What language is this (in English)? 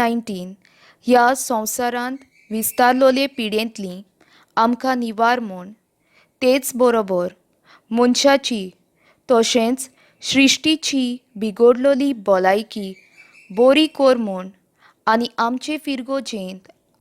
Konkani